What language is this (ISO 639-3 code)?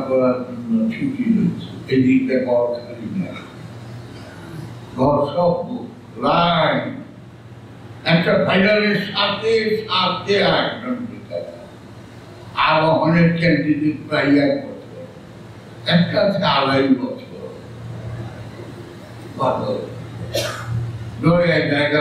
ben